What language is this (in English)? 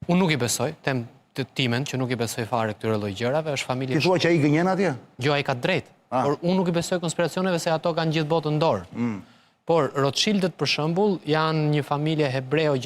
Albanian